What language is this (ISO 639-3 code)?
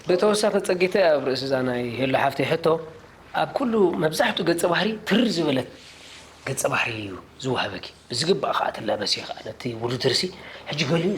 tir